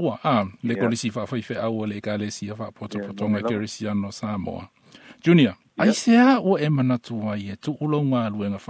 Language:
Samoan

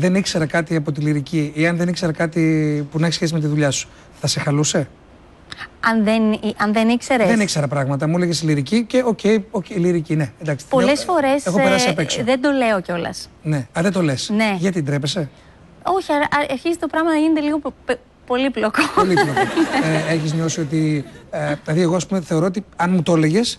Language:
Greek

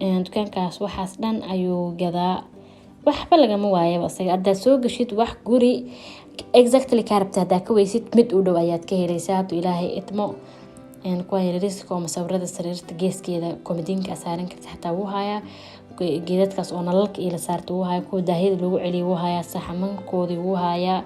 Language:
Somali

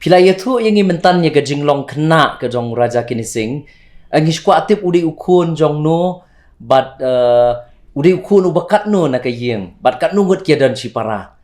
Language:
Khasi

